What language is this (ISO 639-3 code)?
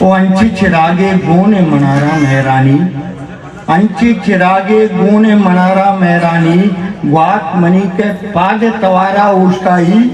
bgp